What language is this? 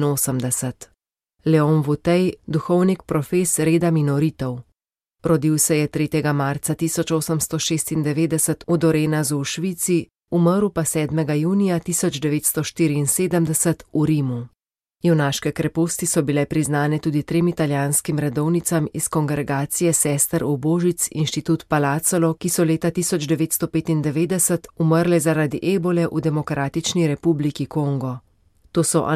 Slovenian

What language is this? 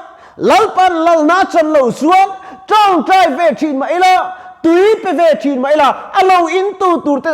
Mizo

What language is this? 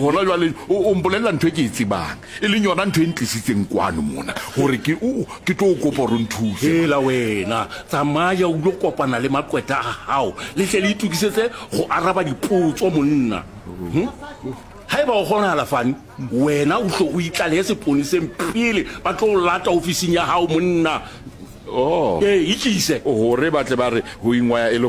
Southern Sotho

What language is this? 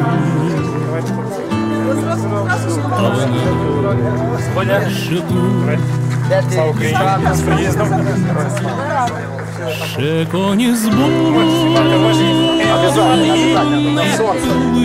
Ukrainian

